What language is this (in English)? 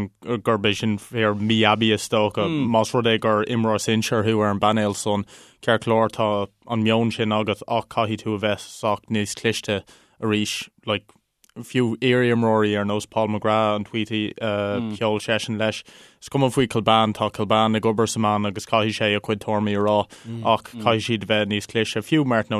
Irish